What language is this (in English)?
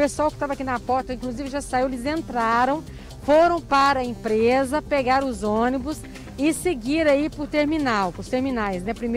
Portuguese